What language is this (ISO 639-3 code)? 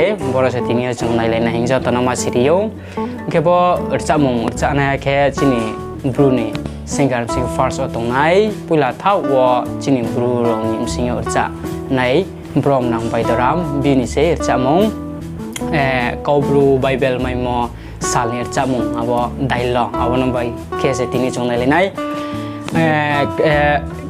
ria